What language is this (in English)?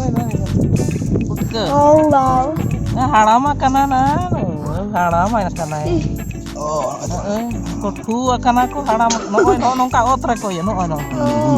Santali